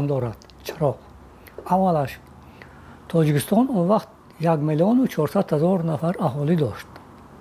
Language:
Tajik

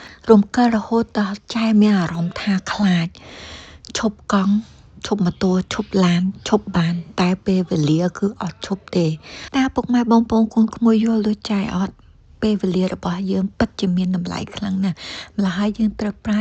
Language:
Khmer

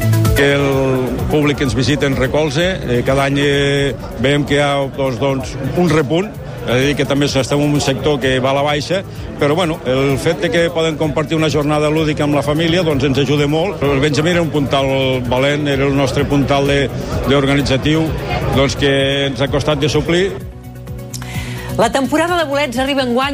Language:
Catalan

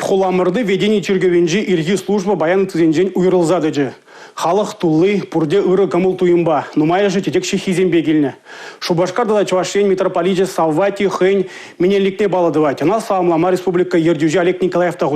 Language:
Chuvash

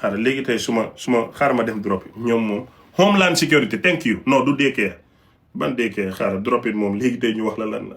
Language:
Wolof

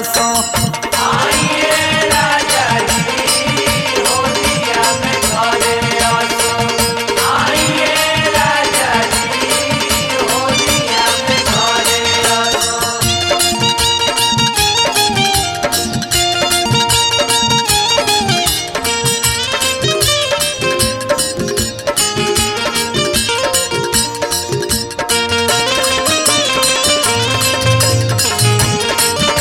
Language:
Bhojpuri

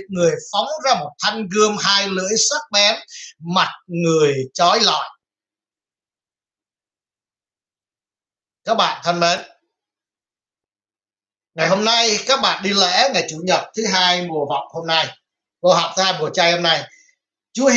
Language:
Vietnamese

